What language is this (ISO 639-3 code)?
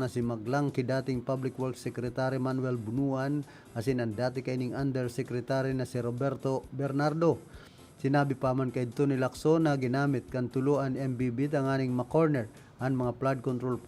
bik